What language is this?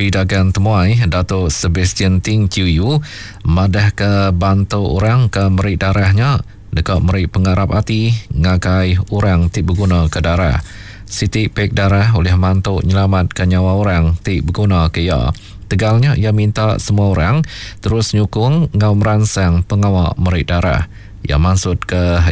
Iban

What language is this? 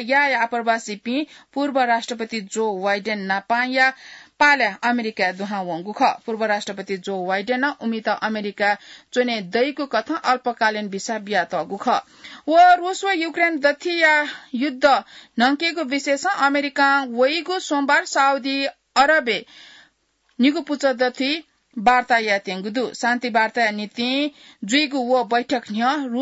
Newari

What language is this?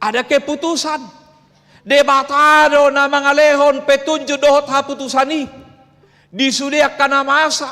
Batak Toba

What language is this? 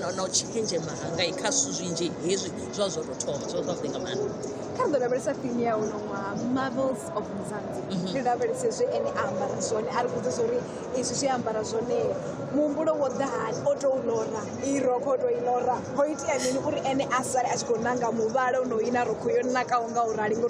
Venda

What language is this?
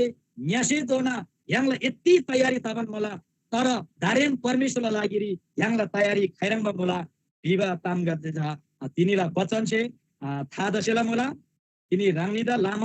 Eastern Tamang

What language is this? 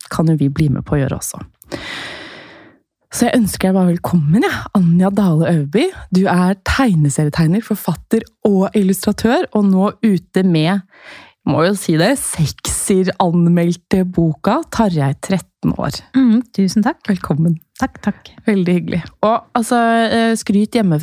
Norwegian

